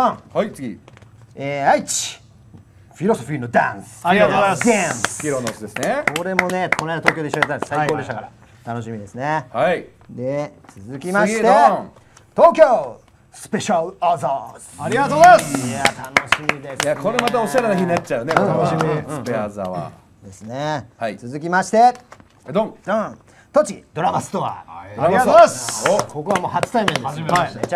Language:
Japanese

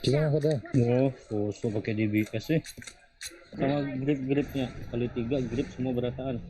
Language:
Banjar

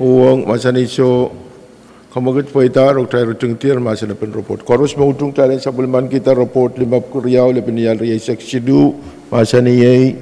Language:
Pohnpeian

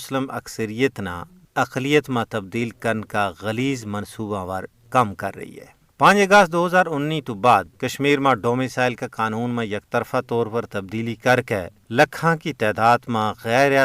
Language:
Gujari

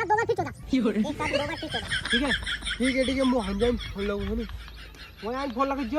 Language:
Rajasthani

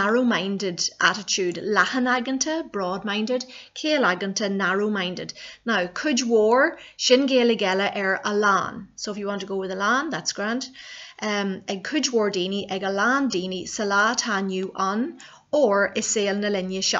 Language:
Irish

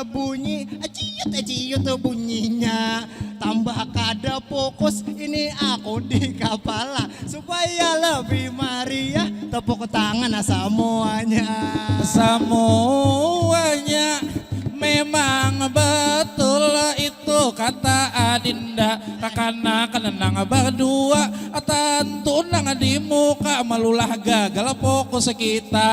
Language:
Banjar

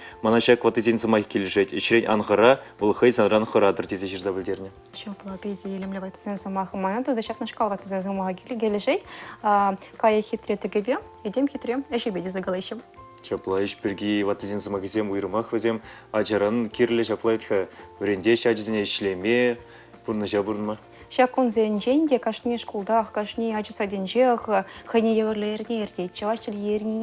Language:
Chuvash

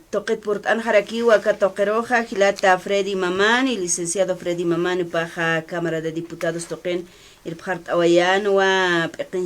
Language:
Aymara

